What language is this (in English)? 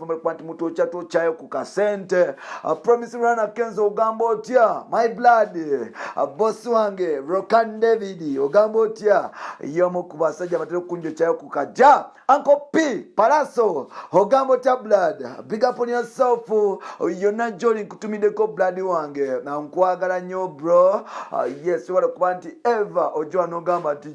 Ganda